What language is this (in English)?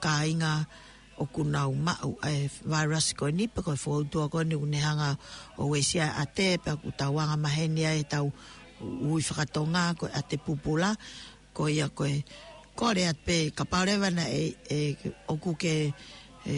Tongan